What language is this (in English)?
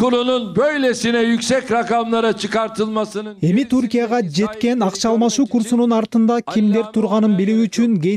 Kyrgyz